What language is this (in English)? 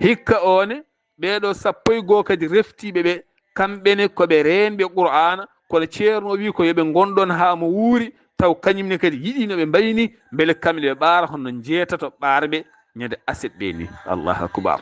Fula